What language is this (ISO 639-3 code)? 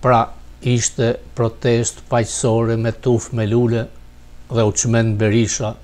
sqi